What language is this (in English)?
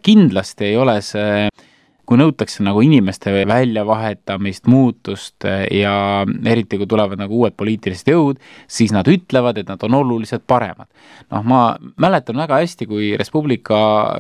Estonian